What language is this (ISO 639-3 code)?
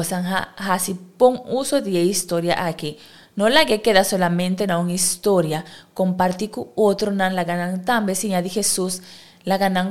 pap